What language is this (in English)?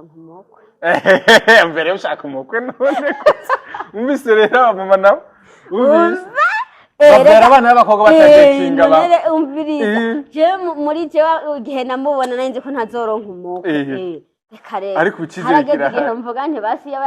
Rundi